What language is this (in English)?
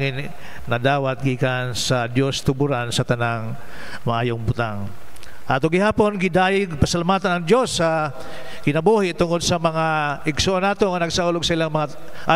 Cebuano